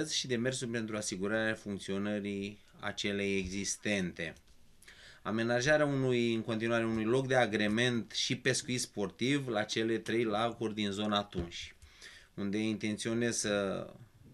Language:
Romanian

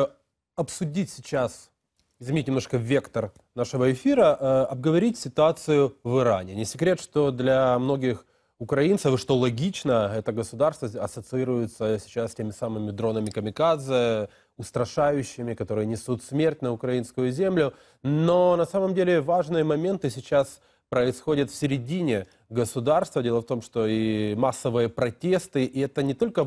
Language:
Russian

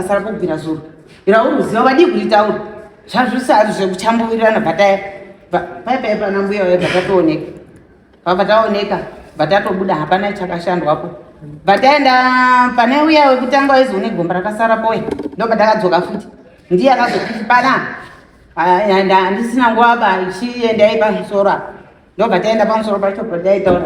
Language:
Shona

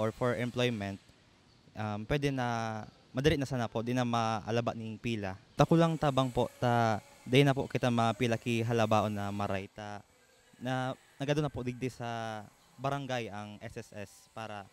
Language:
Bikol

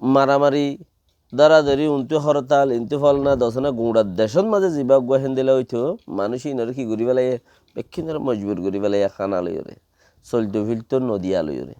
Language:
Rohingya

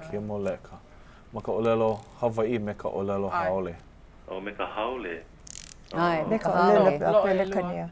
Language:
Hawaiian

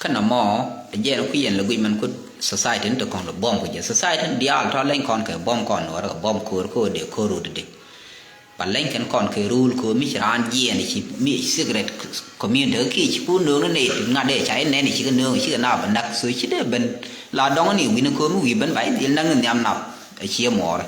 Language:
Nuer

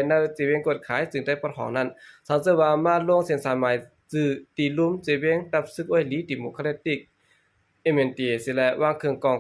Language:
Shan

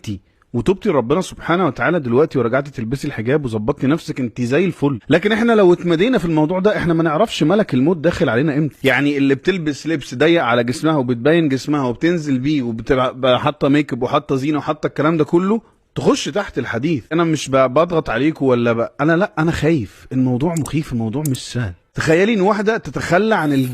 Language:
Egyptian Arabic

